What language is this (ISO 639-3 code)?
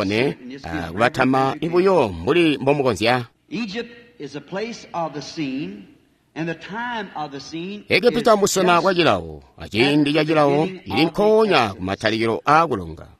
toi